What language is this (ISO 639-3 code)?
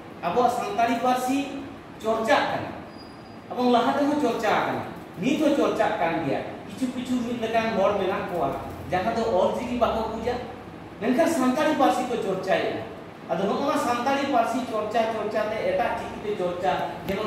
sat